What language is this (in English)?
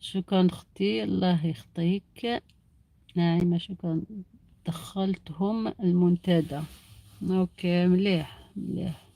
Algerian Arabic